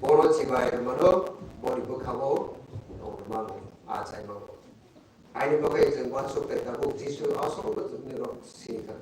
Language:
Kok Borok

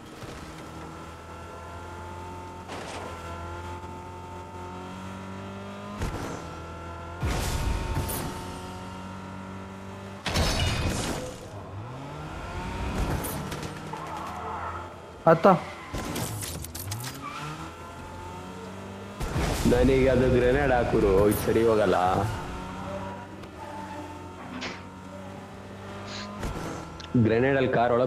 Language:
Kannada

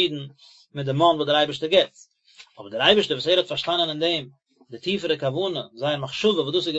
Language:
Yiddish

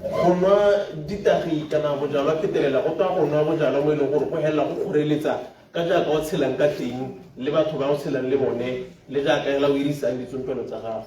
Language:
Tswana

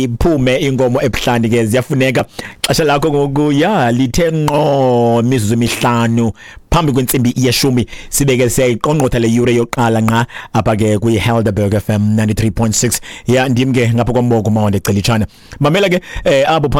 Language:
Xhosa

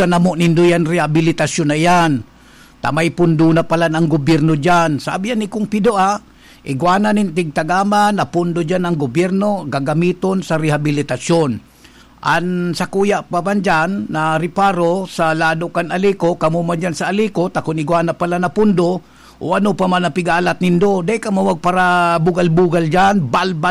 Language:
Bikol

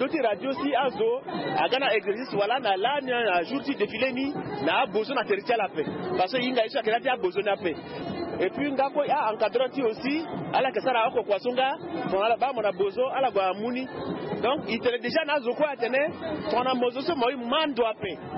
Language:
Sango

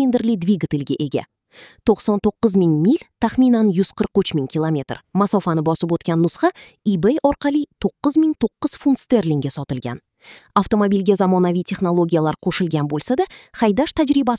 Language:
Uzbek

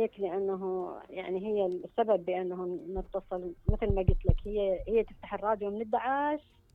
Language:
Mesopotamian Arabic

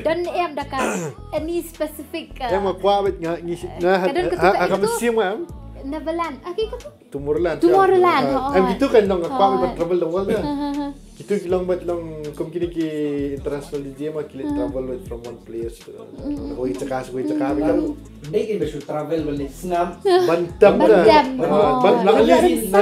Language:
Khasi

